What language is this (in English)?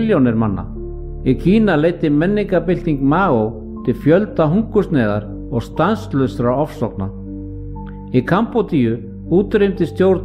Icelandic